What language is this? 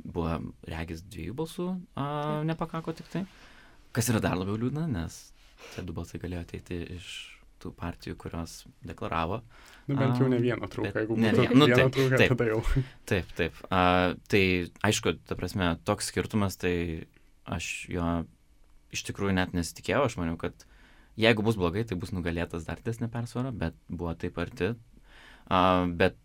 Lithuanian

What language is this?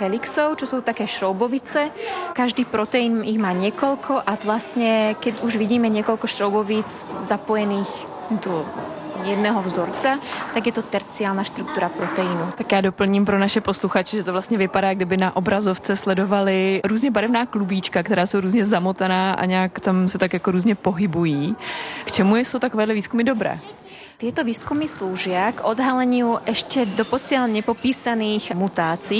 Czech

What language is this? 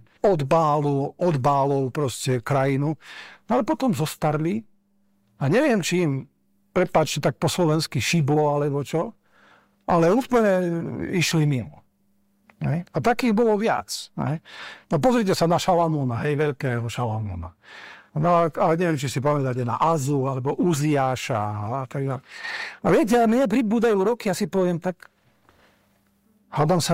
Slovak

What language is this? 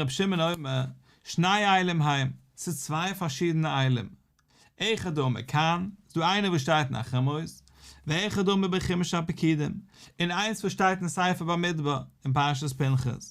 Yiddish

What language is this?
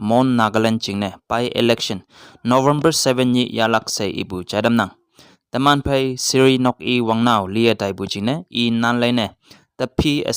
Konyak Naga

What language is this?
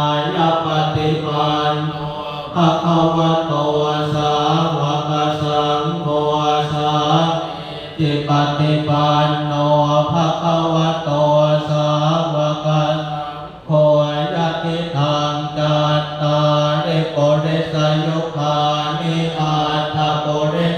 Pali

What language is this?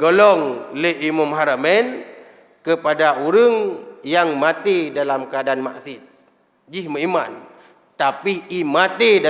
Achinese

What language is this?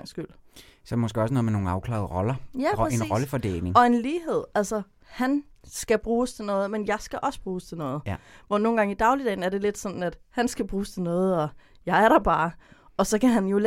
Danish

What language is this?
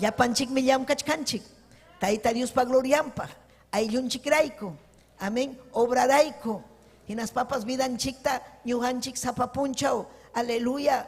Ayacucho Quechua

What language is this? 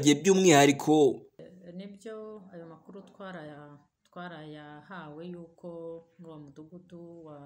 Kinyarwanda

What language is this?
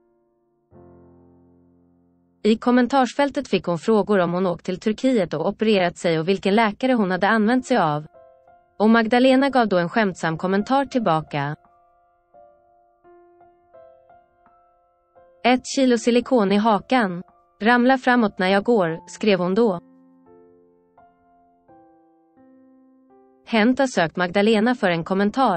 Swedish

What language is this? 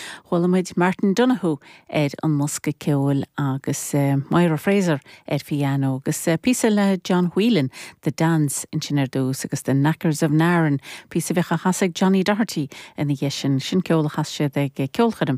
Irish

